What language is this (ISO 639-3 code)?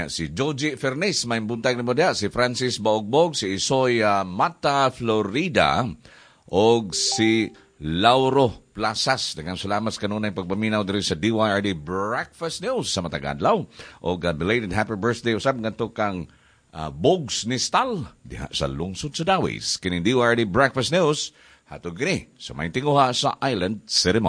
ceb